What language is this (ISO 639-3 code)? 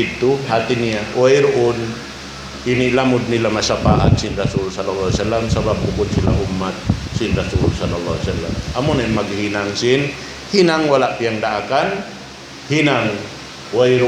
tsg